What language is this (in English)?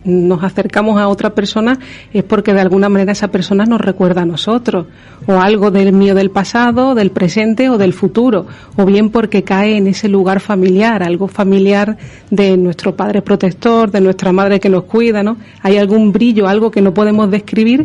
Spanish